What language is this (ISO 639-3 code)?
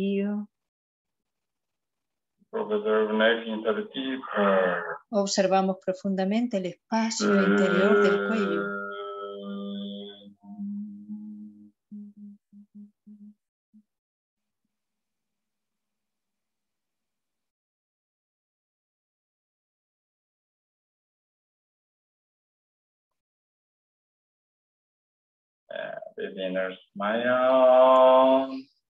spa